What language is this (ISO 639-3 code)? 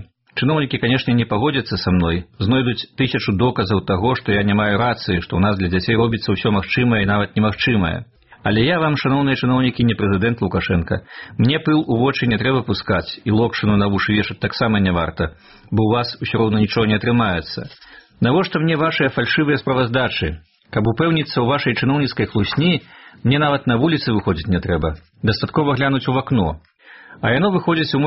bel